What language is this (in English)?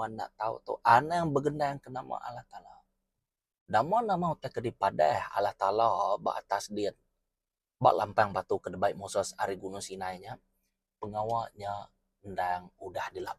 Iban